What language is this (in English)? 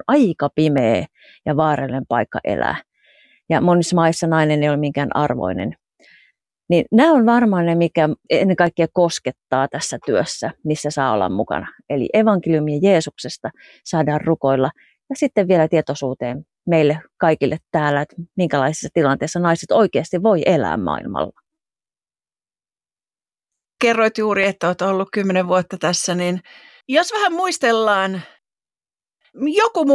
Finnish